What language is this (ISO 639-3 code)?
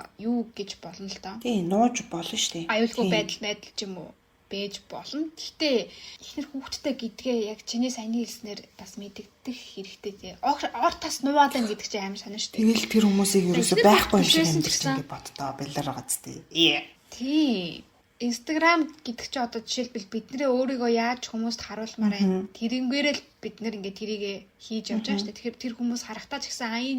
mon